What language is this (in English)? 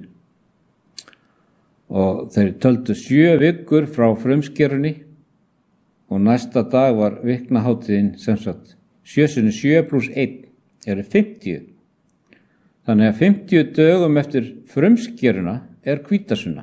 Icelandic